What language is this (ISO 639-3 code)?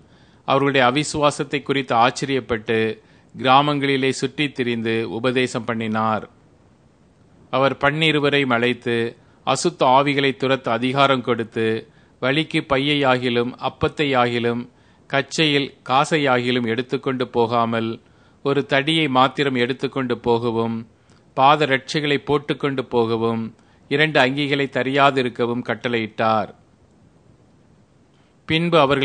tam